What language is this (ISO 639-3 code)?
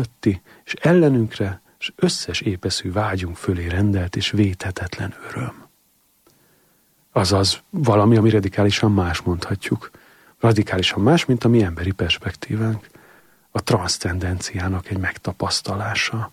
hun